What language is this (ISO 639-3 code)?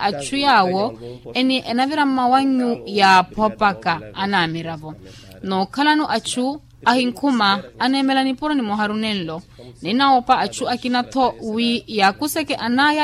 vmw